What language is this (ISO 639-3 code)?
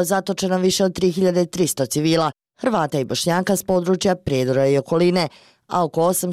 bos